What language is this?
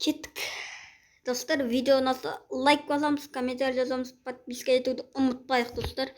Kazakh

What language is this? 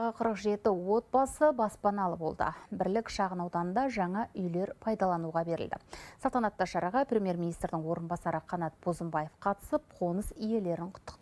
Kazakh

